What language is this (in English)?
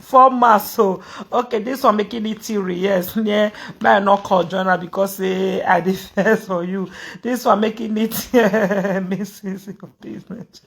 Nigerian Pidgin